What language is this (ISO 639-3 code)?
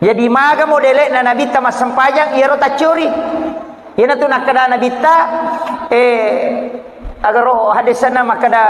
bug